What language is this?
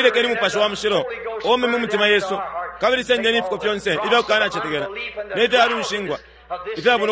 Bemba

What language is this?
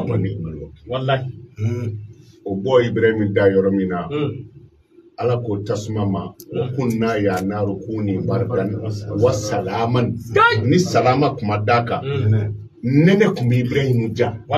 Bambara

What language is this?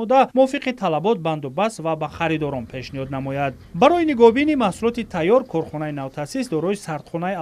Tajik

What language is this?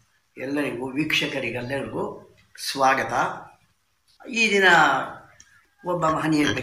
Kannada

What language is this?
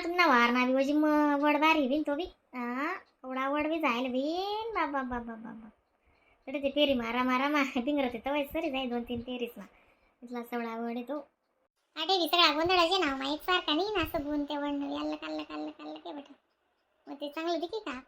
Khandesi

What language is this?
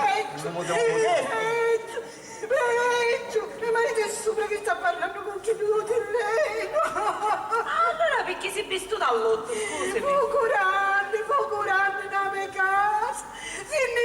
Sicilian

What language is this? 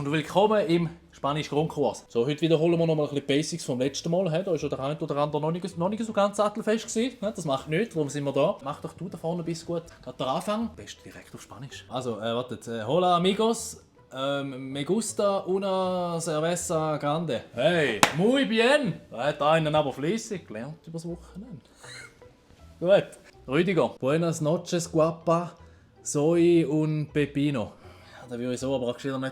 Swiss German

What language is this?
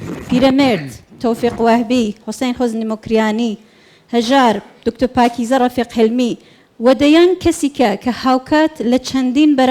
Central Kurdish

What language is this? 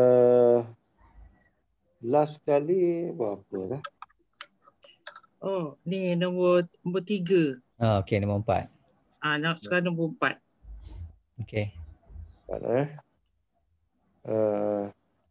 Malay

